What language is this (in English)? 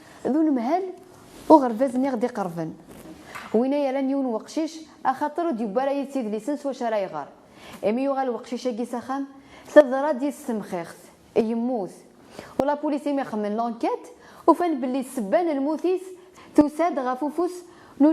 Kabyle